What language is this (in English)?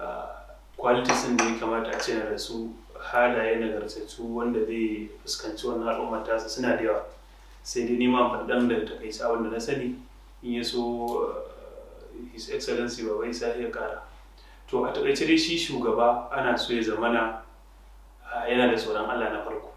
Hausa